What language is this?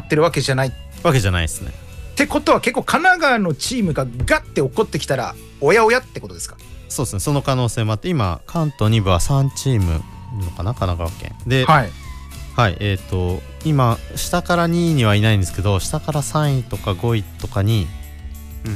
Japanese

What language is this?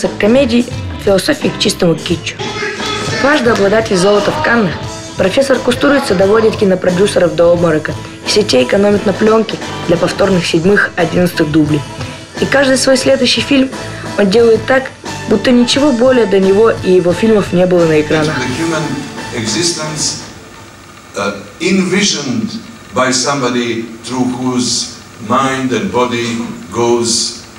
Russian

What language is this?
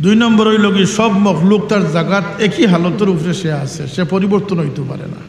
Sylheti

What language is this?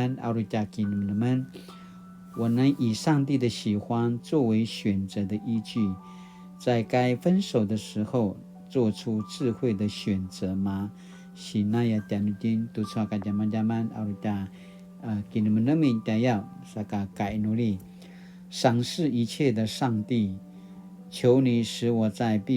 Paiwan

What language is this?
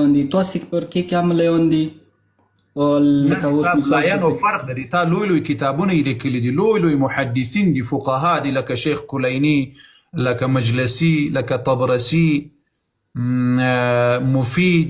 Pashto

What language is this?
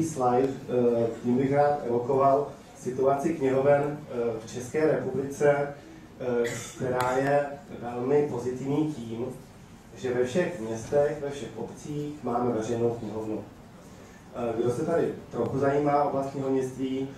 Czech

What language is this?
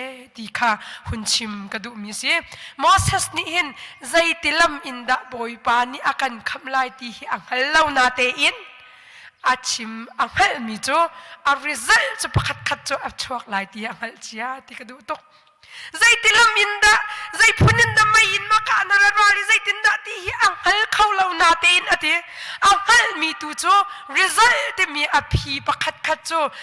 Hakha Chin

